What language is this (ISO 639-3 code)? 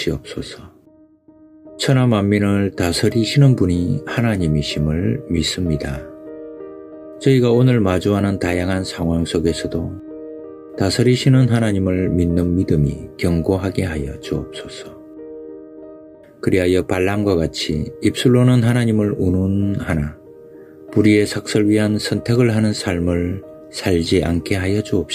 kor